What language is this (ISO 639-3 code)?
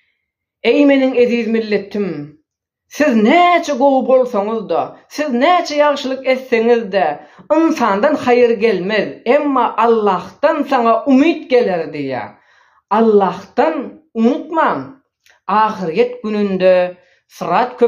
tuk